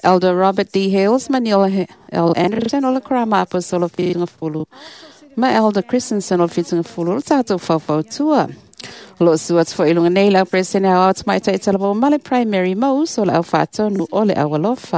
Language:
Samoan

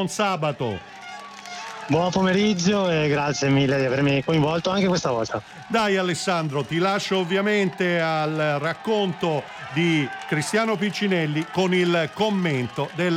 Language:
Italian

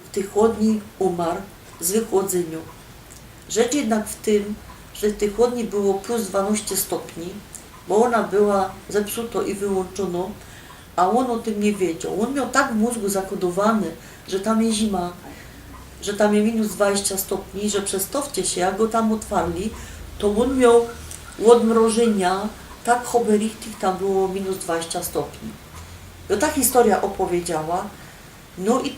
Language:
Silesian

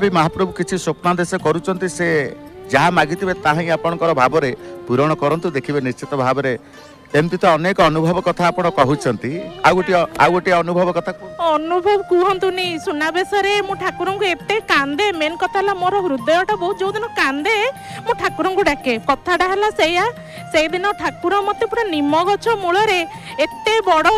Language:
Odia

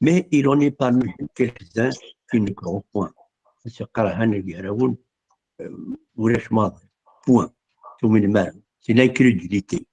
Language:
Kabyle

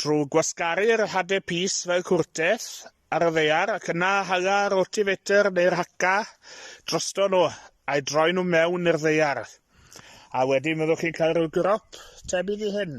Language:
Welsh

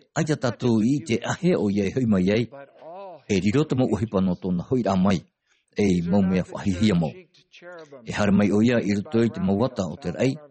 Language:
Tahitian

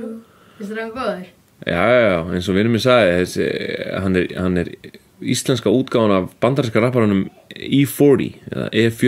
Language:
Icelandic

